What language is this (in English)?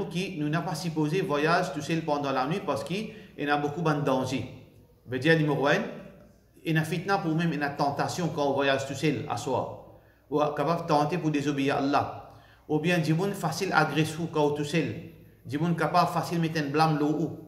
Morisyen